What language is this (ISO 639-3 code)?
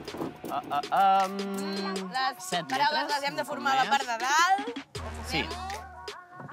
cat